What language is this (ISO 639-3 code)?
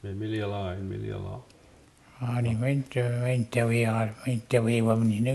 mic